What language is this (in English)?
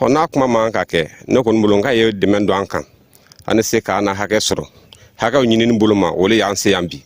Bambara